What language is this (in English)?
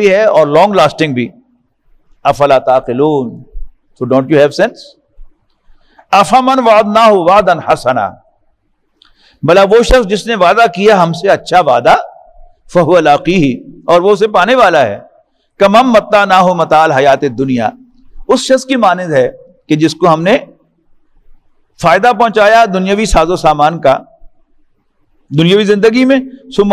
Urdu